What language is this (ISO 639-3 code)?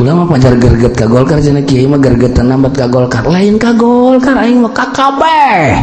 sun